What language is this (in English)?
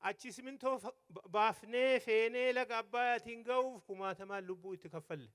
Oromo